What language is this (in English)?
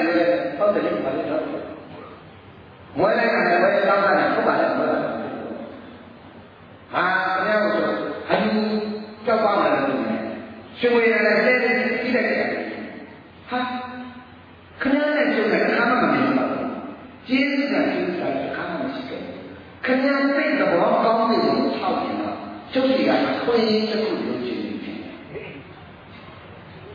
Burmese